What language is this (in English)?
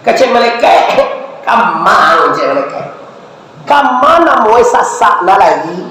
Minangkabau